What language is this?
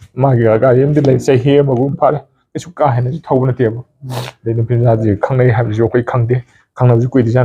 Manipuri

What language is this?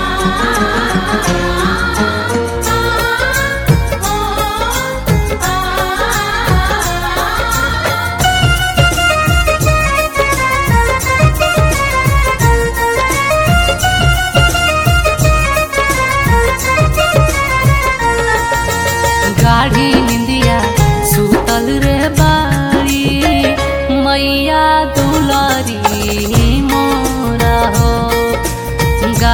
Bhojpuri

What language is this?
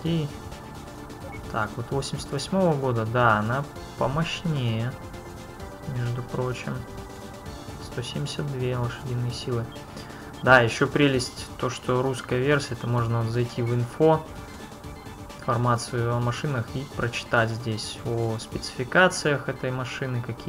Russian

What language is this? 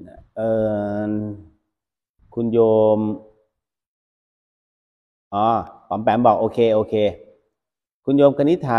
Thai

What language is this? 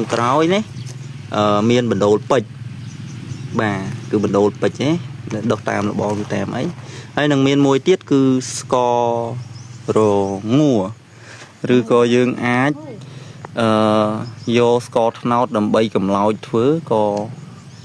Khmer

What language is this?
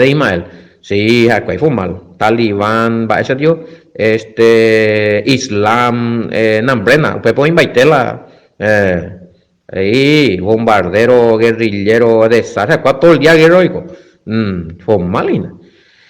Guarani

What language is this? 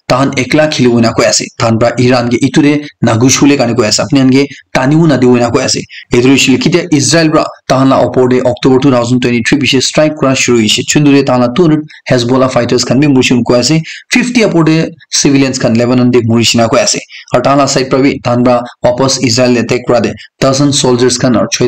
Naga Pidgin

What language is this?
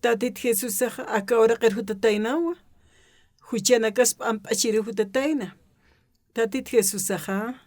Aymara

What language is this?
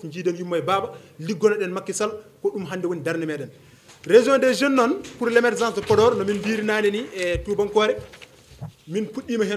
Fula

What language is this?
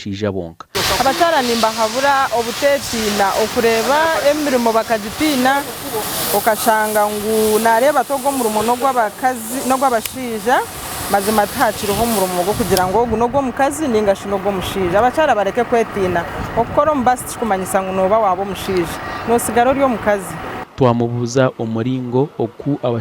Nyankole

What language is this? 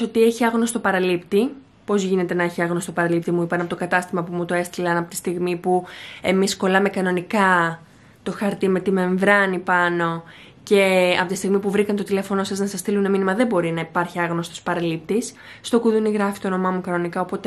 Greek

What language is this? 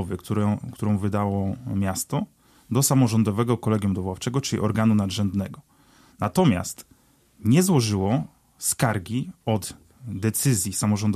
Polish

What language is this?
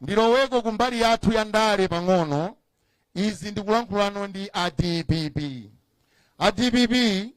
Nyanja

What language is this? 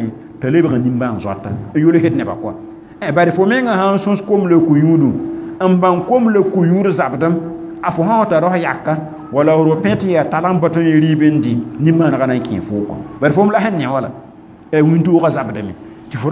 Mossi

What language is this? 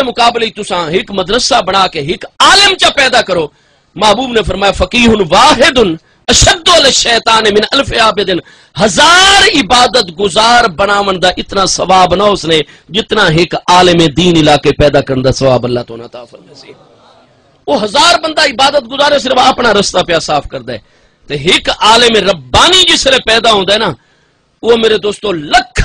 Saraiki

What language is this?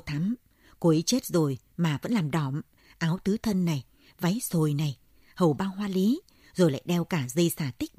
Vietnamese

